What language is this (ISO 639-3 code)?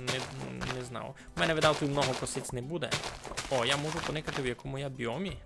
rue